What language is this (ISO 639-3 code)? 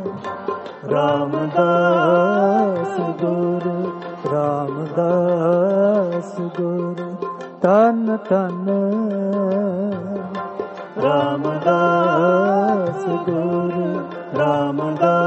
pan